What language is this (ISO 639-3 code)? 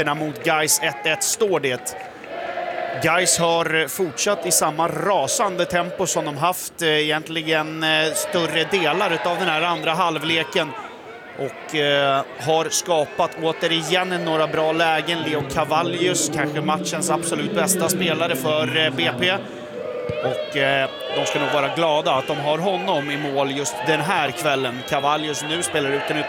swe